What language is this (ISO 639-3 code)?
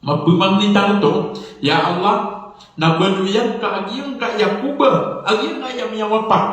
mrw